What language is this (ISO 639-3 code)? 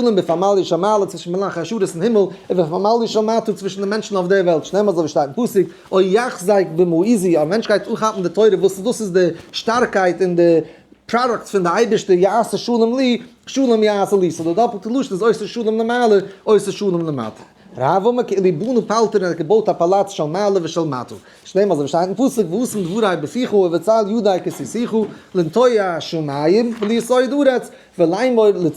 yid